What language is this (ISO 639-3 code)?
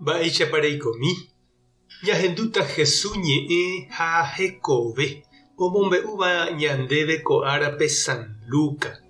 grn